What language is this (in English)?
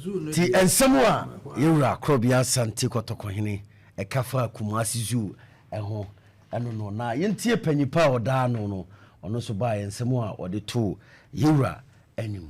Akan